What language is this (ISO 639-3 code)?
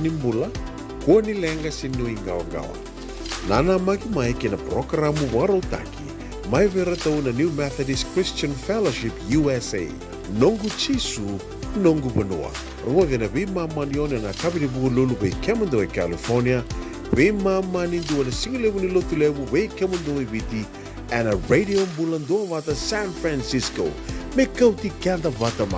fij